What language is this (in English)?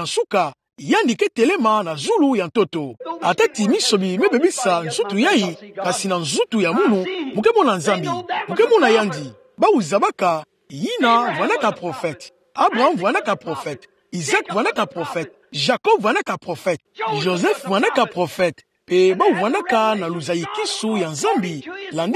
Kituba (Democratic Republic of Congo)